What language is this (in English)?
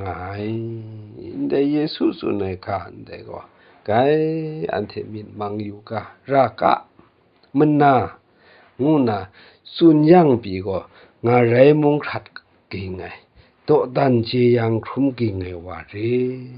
Kachin